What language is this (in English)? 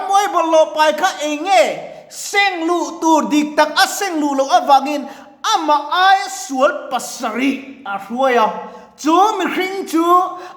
Mizo